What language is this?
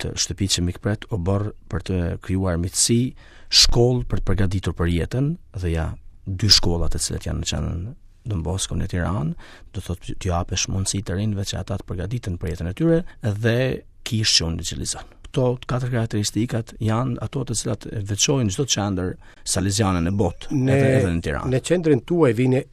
Albanian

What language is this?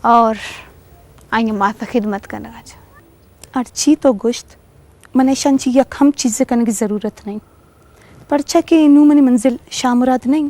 Eastern Balochi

